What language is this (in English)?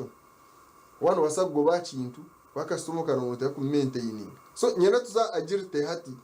Nyankole